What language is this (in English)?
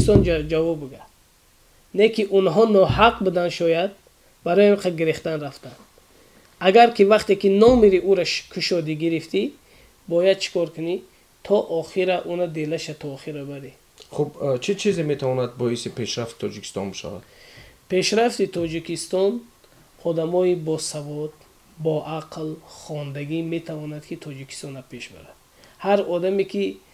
Tajik